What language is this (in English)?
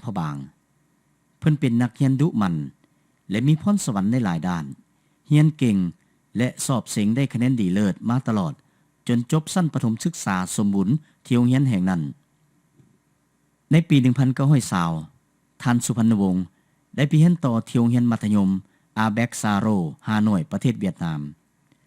Lao